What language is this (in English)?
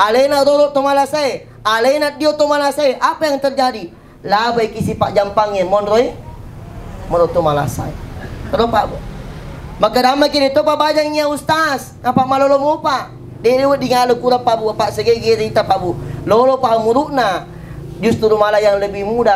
Buginese